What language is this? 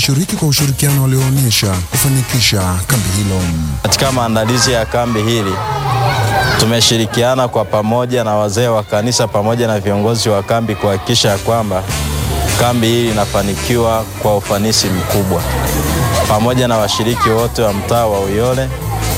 Swahili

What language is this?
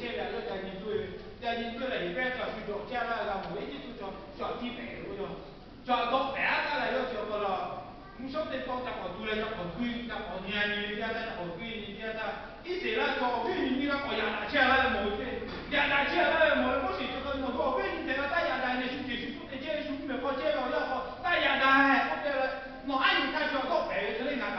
Lahu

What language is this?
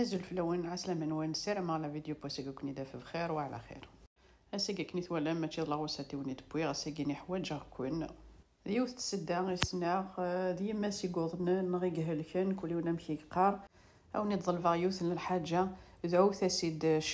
Kabyle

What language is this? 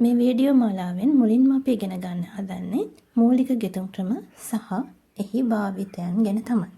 Sinhala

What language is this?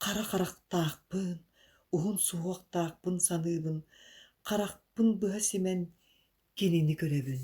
Yakut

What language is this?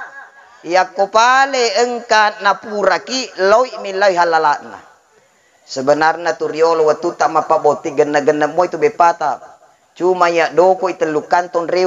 Buginese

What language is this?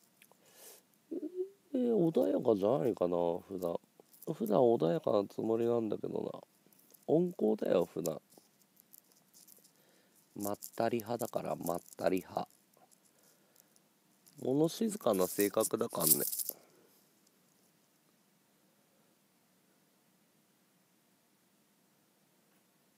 Japanese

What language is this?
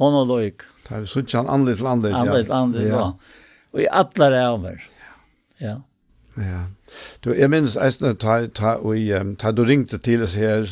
Faroese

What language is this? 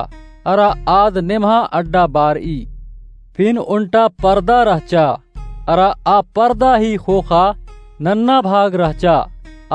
Kurukh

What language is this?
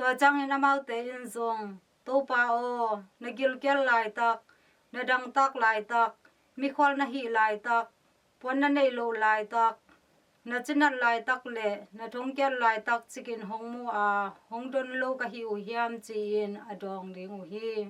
Tedim Chin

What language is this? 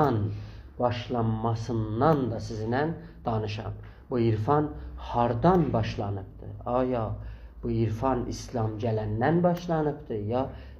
South Azerbaijani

